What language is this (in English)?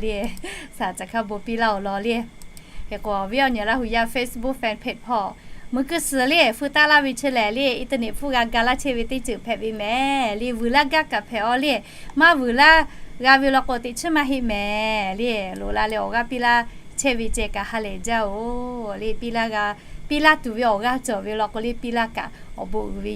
Lahu